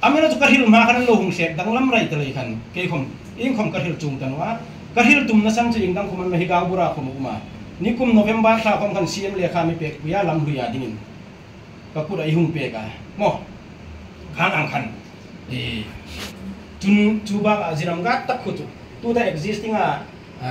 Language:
Hmar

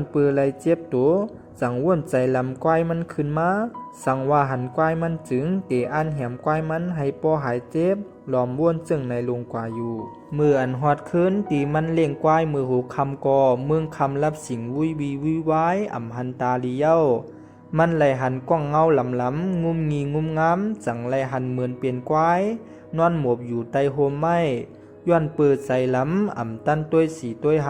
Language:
Shan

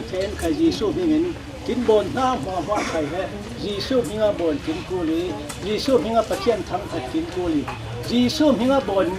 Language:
Falam Chin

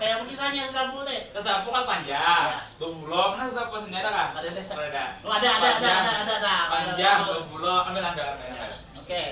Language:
Banjar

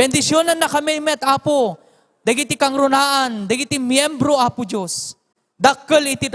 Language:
Iloko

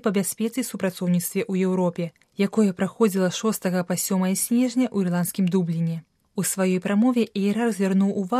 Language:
Belarusian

